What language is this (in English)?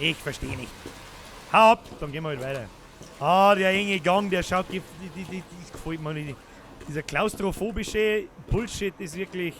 Bavarian